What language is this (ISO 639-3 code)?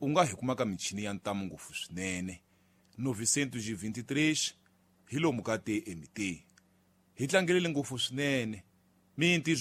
tso